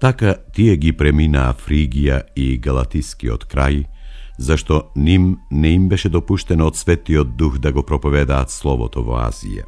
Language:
Macedonian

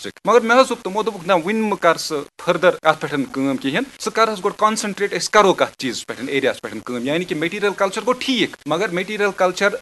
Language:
Kashmiri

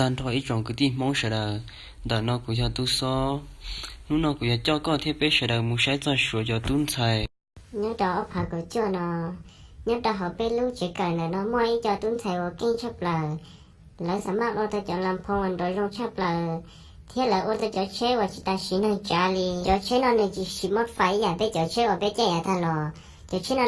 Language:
Hmong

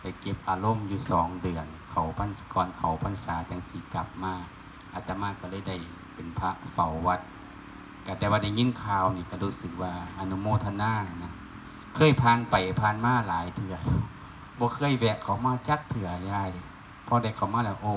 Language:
Lao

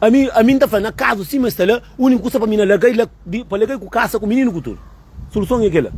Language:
Kabuverdianu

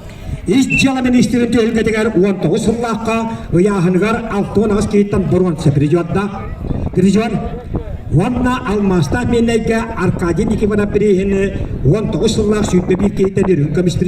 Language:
Yakut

